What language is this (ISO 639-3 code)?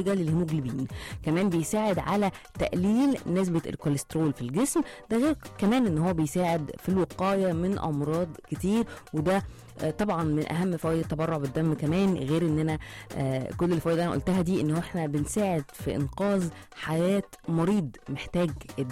arz